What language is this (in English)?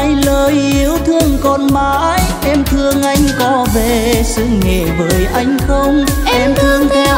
Vietnamese